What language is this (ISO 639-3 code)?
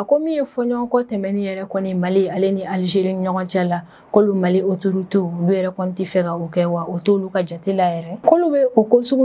bam